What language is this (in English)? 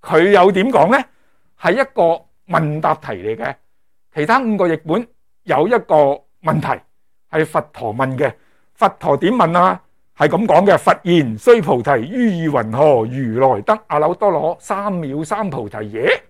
Cantonese